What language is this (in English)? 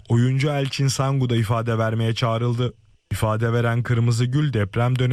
Turkish